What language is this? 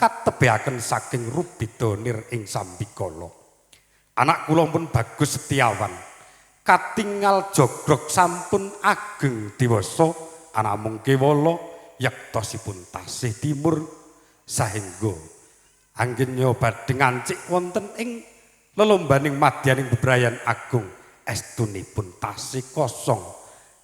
Javanese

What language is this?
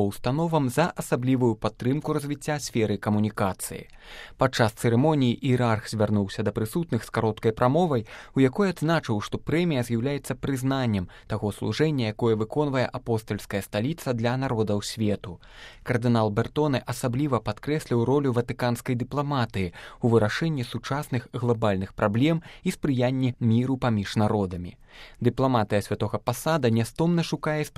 Belarusian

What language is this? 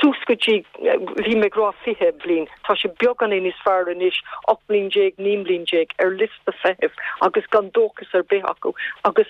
Irish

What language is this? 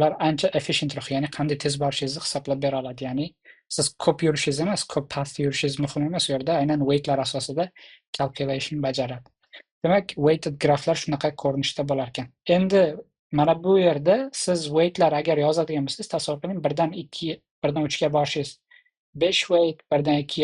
Uzbek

